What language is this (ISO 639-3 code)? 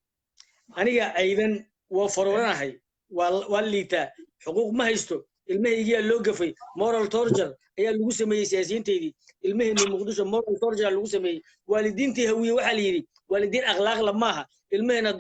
som